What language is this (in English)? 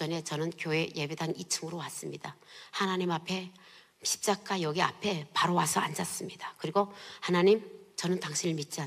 Korean